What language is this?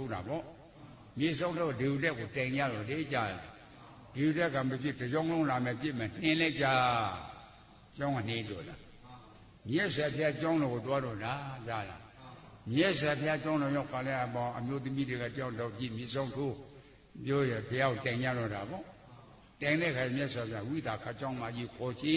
Burmese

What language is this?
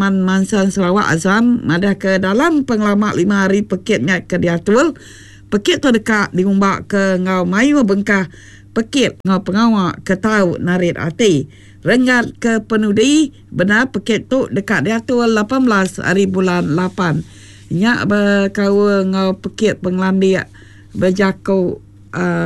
Iban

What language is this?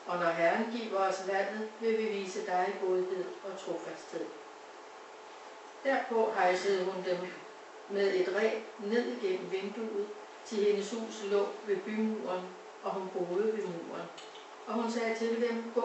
Danish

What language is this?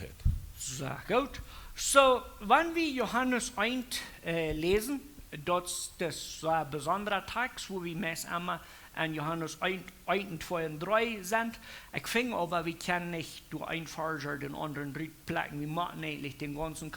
Plautdietsch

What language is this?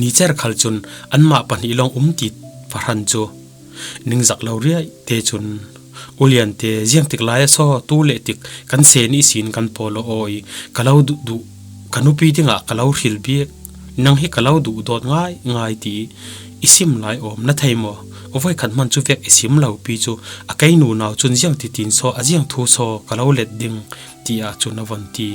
Falam Chin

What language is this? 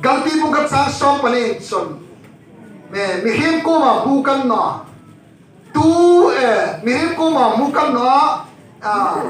Hmar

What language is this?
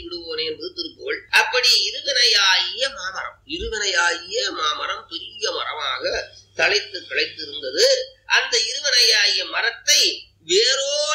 Tamil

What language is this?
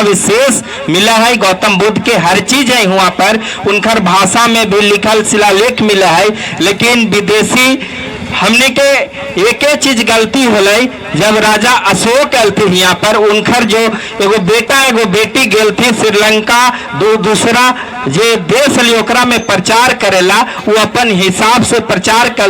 Magahi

